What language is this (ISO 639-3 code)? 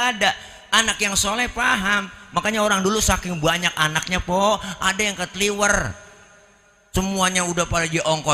bew